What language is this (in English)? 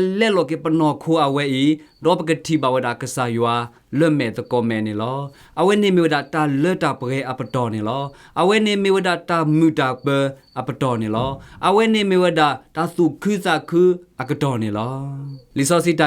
S'gaw Karen